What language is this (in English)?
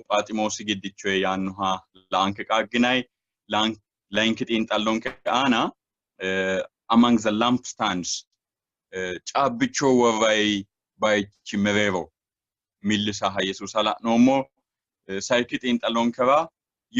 Sidamo